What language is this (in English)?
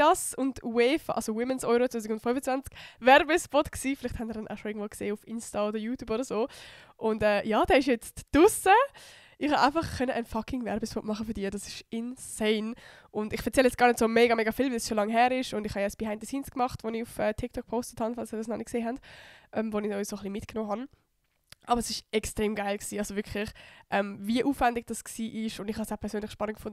Swiss German